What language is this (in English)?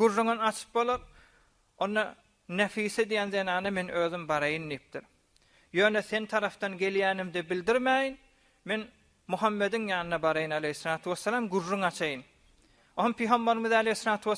Turkmen